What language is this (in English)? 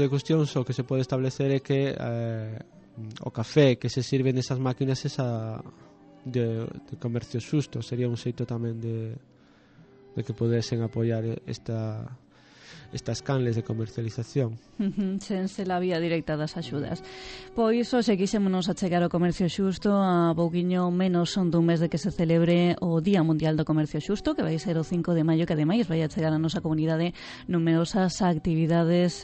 Galician